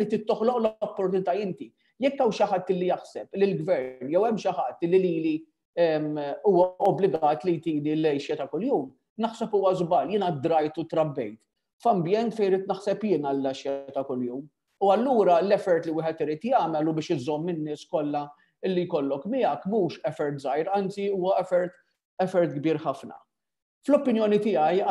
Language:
Maltese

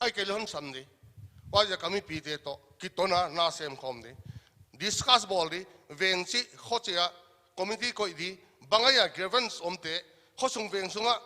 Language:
Paite Chin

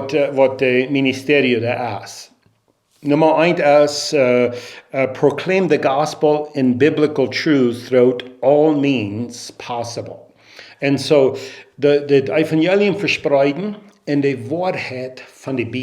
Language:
Plautdietsch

